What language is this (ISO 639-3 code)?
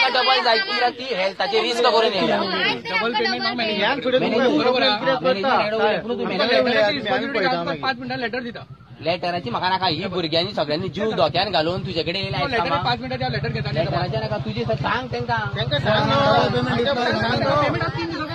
kok